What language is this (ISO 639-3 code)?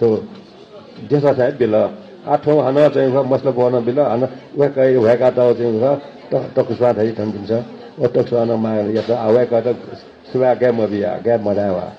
new